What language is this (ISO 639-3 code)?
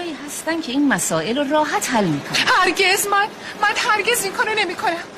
fas